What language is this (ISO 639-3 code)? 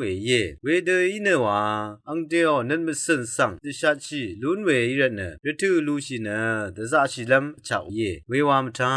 raw